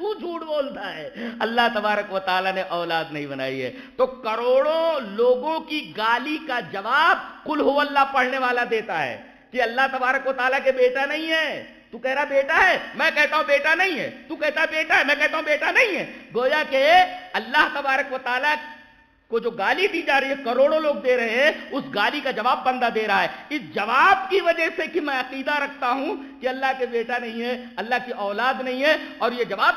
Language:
Urdu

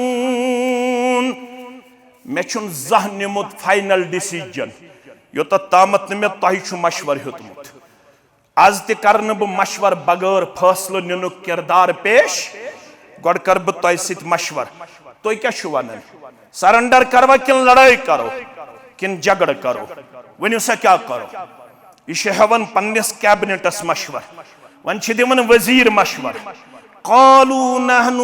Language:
Kashmiri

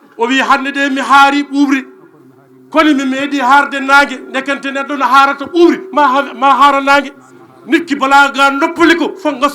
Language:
Fula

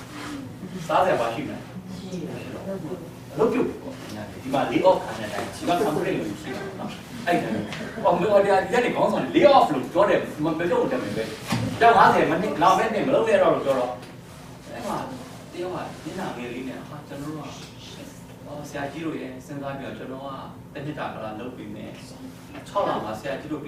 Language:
Burmese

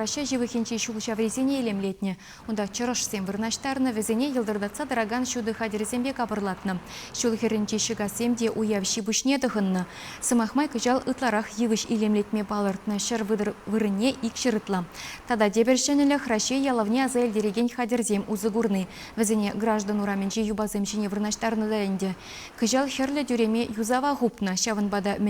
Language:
Chuvash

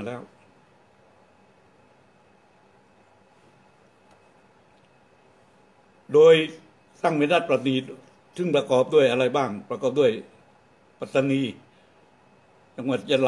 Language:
Thai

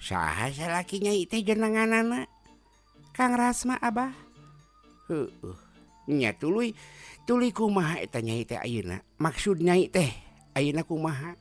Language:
Sundanese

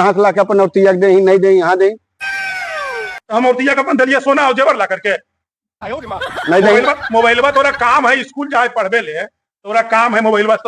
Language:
Magahi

